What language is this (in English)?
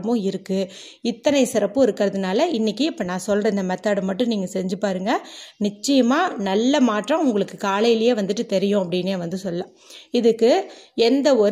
Tamil